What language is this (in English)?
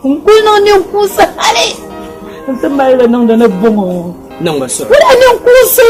Dagbani